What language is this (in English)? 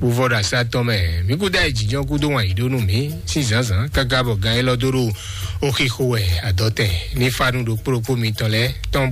Fon